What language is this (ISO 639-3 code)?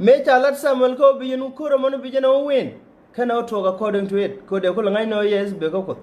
nus